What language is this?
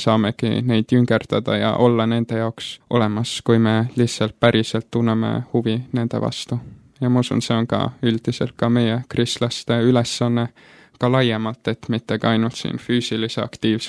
Estonian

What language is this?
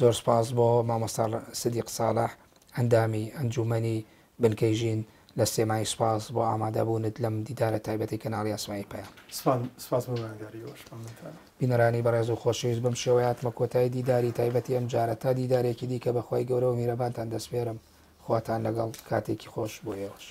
Central Kurdish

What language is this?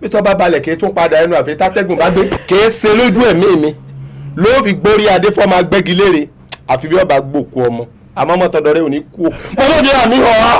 Yoruba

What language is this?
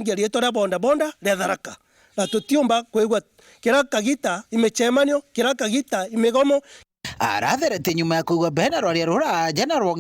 Meru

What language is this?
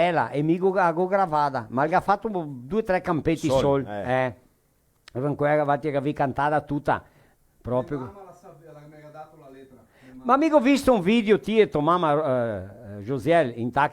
Venetian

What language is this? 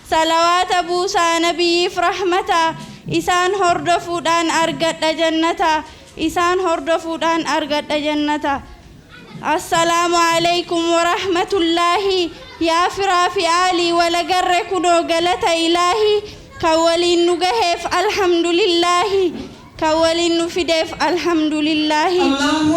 Oromo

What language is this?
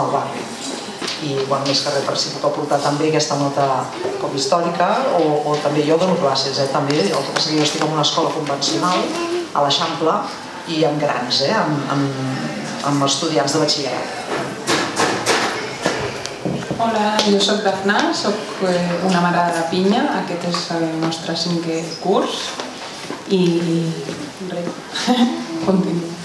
Catalan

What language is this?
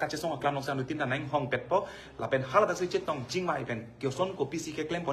Karbi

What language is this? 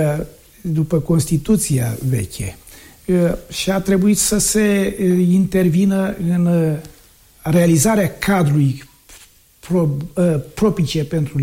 Romanian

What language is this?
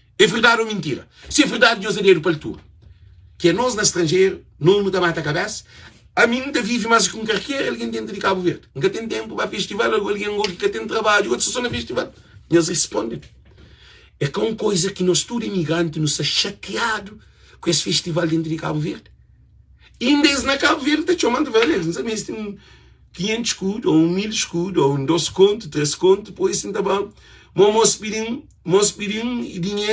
Kabuverdianu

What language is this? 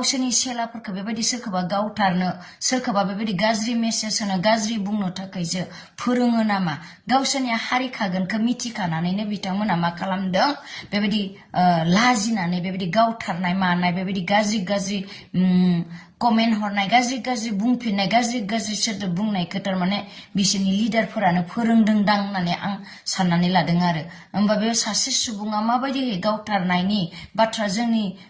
Bodo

